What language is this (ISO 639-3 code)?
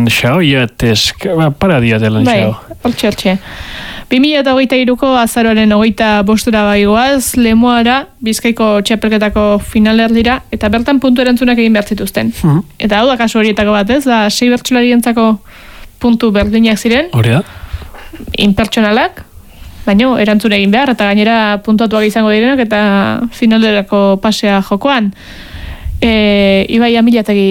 eus